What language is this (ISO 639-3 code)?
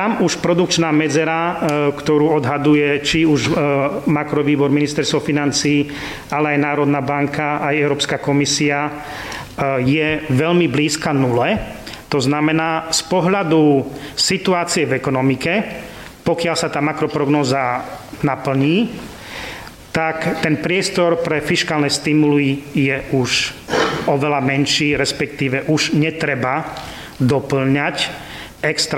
slk